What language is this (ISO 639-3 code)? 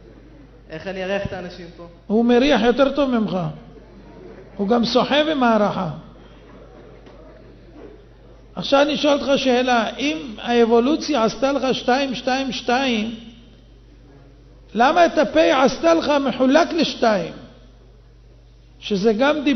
heb